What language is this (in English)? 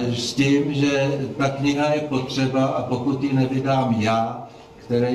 Czech